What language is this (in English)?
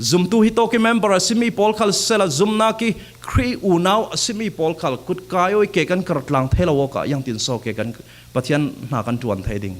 Falam Chin